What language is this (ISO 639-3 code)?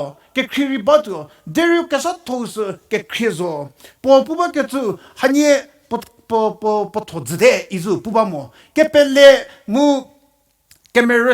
njm